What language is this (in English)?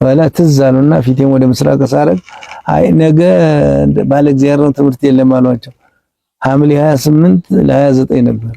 Amharic